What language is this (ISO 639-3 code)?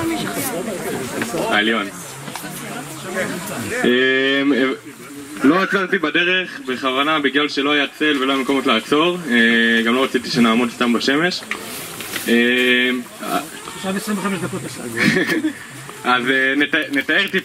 heb